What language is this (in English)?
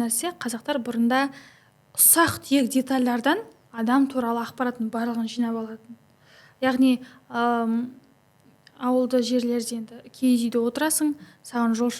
Kazakh